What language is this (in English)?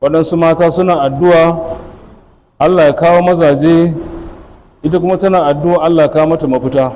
Hausa